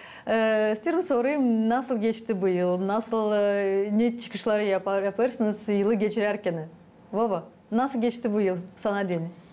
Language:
Gagauz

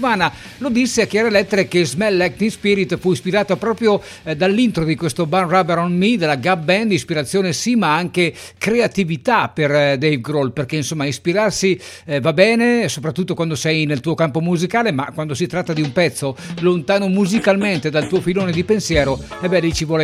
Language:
Italian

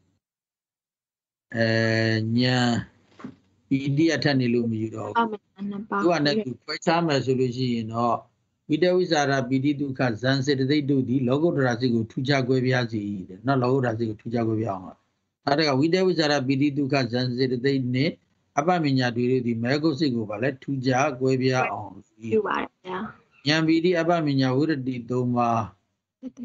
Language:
Burmese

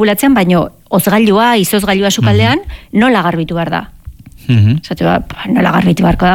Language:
Basque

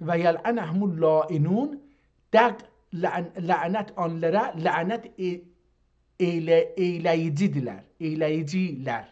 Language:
South Azerbaijani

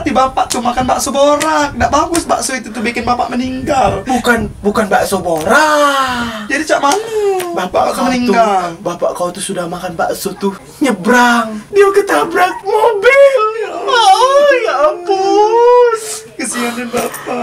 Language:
Musi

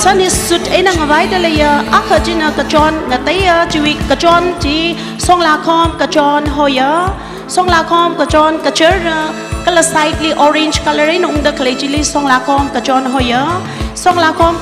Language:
Tangkhul Naga (India)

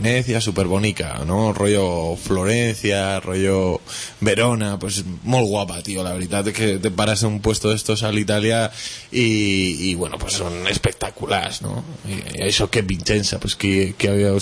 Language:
Catalan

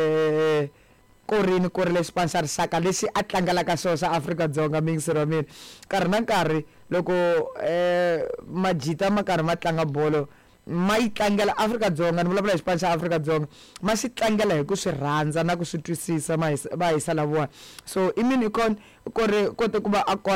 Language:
Tsonga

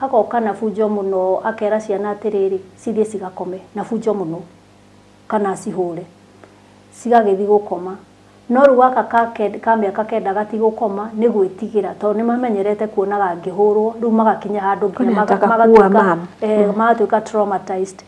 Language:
Kikuyu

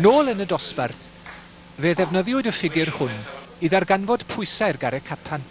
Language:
Welsh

